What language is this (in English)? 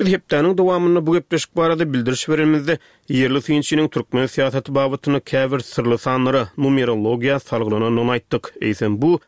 Turkmen